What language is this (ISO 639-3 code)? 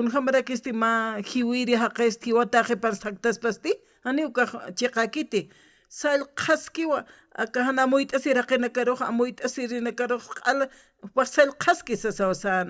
aym